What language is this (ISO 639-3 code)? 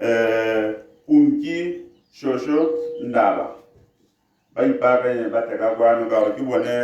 tsn